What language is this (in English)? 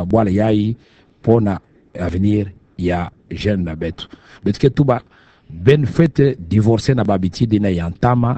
Kituba (Democratic Republic of Congo)